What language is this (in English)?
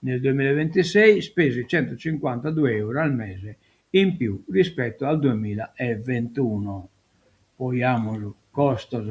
Sardinian